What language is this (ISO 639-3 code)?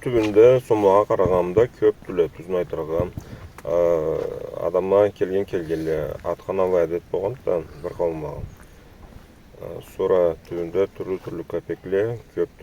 krc